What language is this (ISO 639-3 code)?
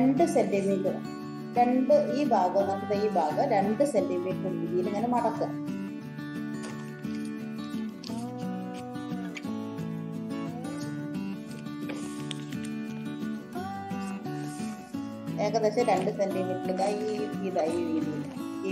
mal